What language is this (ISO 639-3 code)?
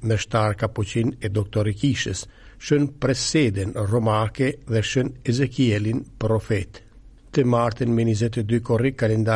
sqi